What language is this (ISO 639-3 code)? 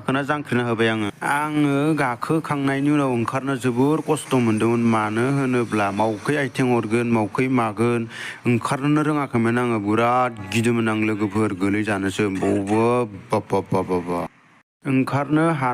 brx